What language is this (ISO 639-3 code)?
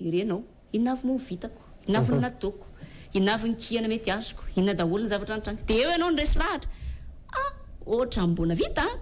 mlg